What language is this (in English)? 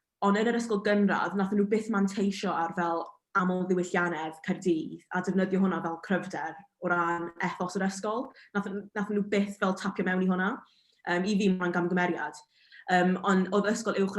Welsh